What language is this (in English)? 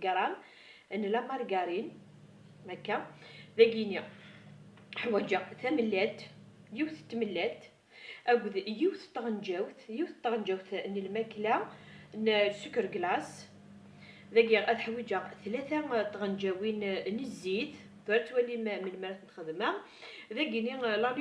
Kabyle